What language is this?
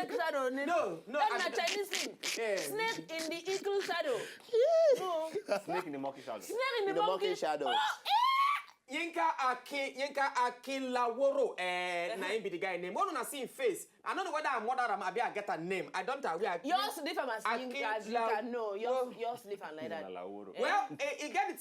Nigerian Pidgin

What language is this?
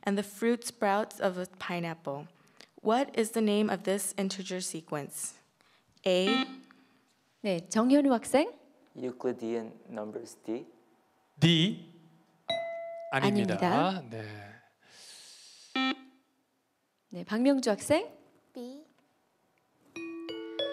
Korean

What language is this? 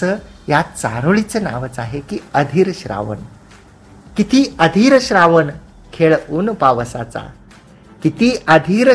Marathi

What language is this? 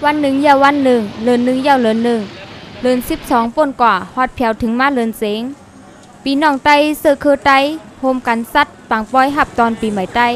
Shan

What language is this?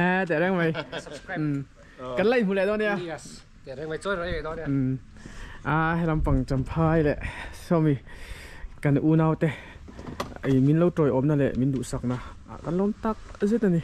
Mizo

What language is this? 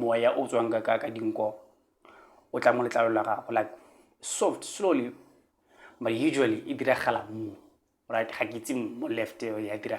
Tswana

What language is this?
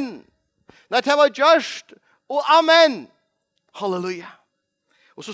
Faroese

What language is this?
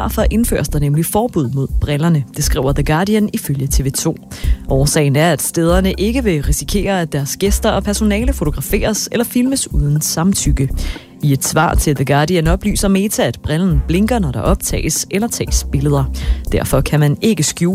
Danish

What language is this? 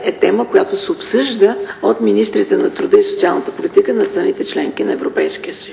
Bulgarian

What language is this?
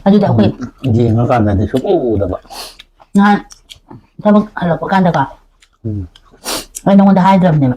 Manipuri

